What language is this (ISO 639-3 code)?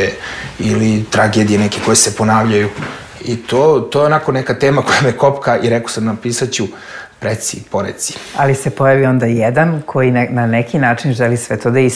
srp